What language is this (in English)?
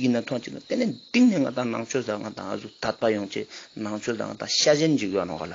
Ladakhi